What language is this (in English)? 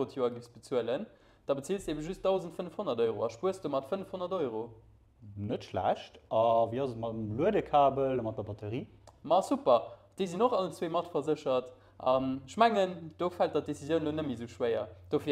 Luxembourgish